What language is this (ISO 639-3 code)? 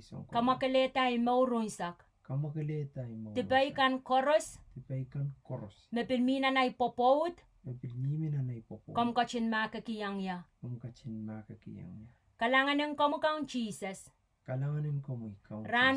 pon